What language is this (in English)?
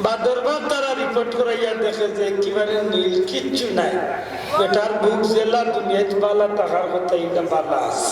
Sylheti